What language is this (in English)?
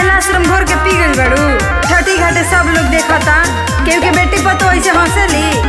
Bhojpuri